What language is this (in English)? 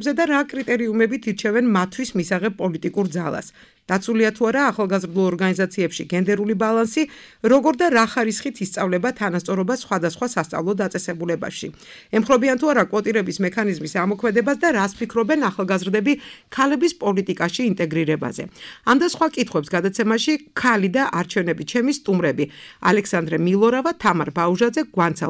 Georgian